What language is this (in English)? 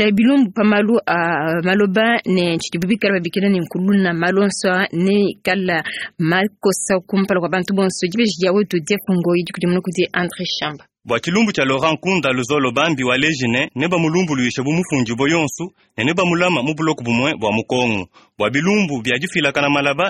Luba-Lulua